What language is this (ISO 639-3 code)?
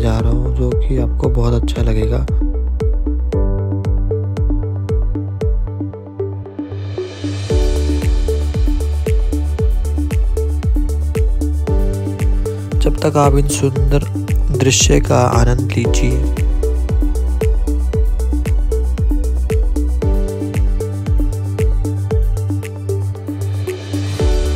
hin